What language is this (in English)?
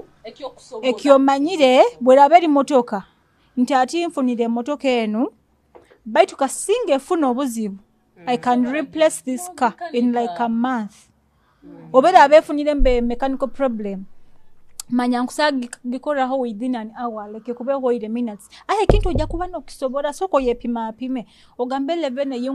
Nyoro